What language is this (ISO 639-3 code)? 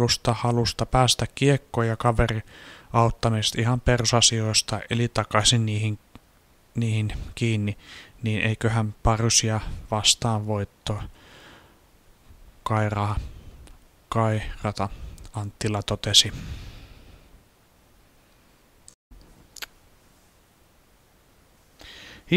fin